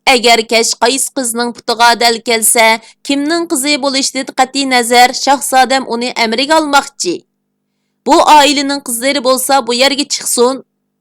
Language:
Uyghur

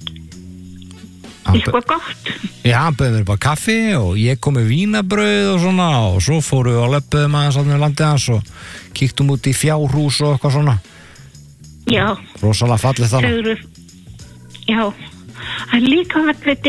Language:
Icelandic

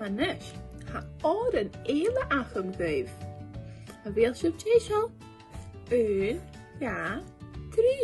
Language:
Scottish Gaelic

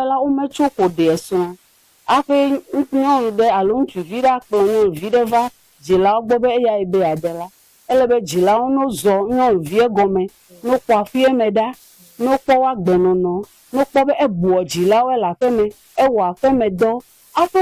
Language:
Ewe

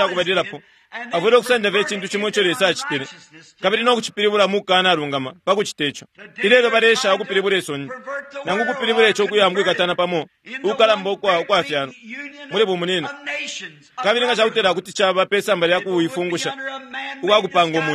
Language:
Bemba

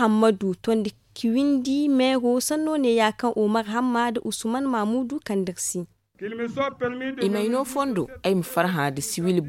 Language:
Zarma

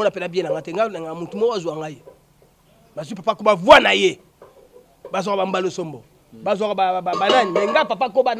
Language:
Lingala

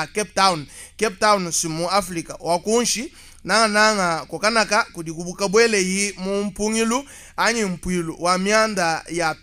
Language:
Luba-Lulua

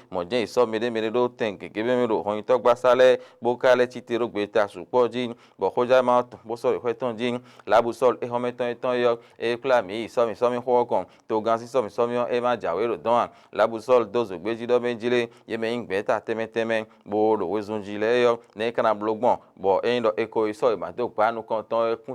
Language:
Fon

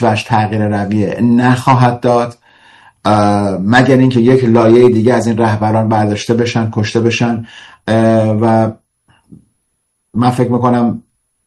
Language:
Persian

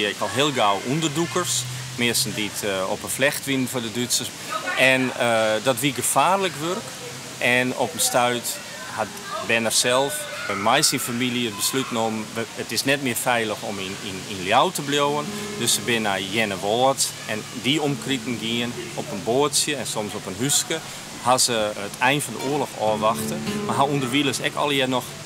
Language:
Western Frisian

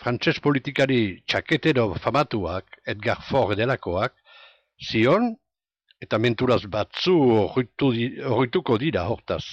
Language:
Basque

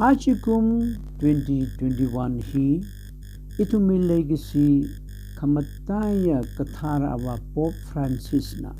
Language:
Tangkhul Naga (India)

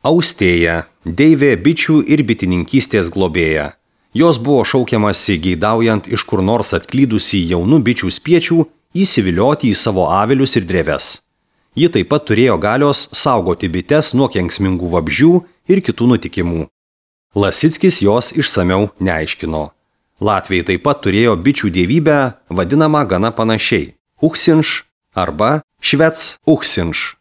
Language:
Lithuanian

